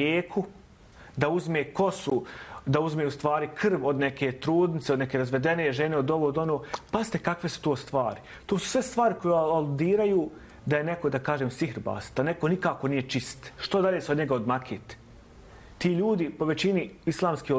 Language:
Bosnian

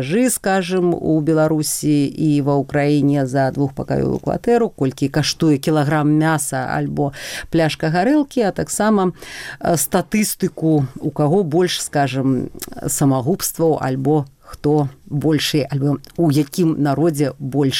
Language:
Belarusian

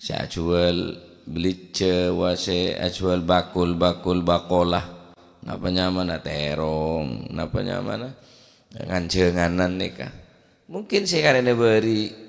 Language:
Madurese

